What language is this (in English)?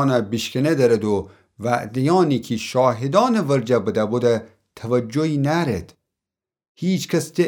Gilaki